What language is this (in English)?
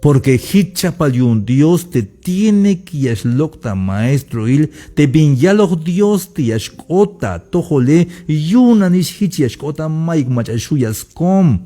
Tzeltal